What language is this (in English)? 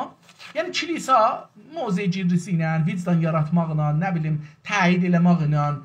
South Azerbaijani